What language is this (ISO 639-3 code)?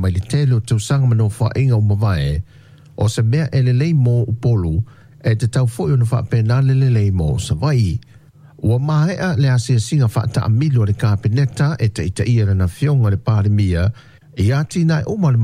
smo